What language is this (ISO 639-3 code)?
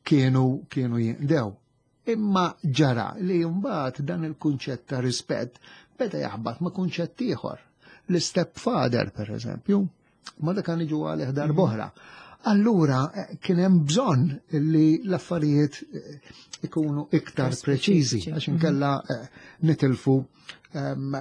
mlt